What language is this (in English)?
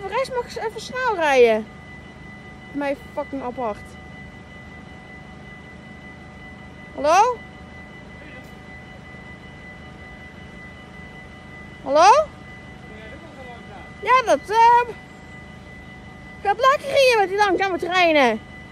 Dutch